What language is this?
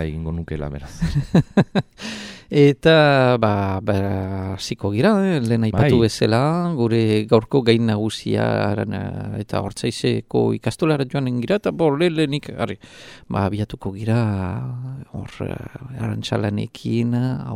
Basque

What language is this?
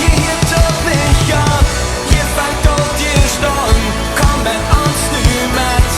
Plautdietsch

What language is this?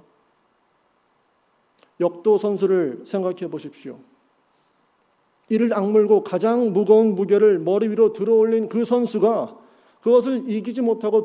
Korean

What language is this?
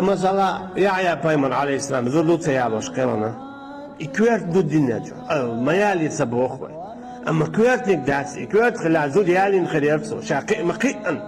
Chechen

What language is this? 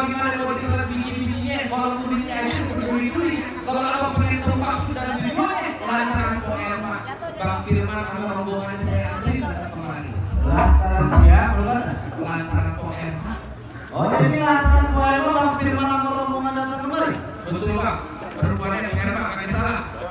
Betawi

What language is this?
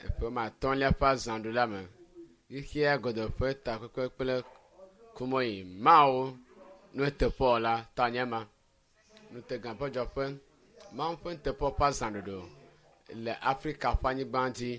Ewe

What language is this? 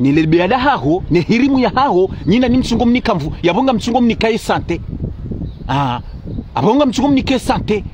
Ngazidja Comorian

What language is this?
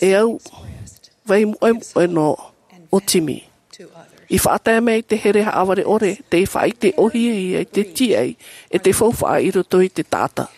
Tahitian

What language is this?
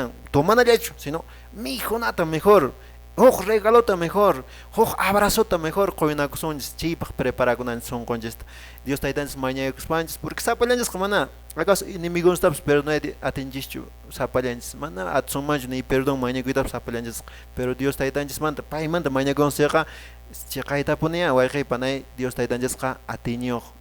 Quechua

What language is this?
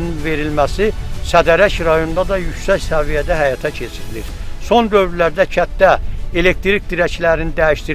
Azerbaijani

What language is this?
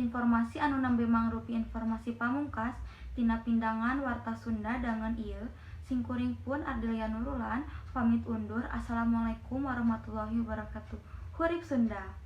Sundanese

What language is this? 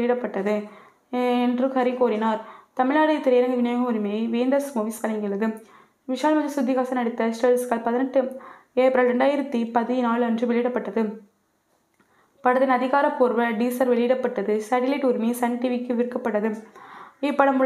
Tamil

